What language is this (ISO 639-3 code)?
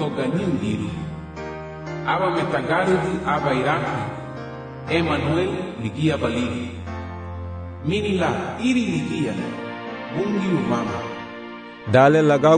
cab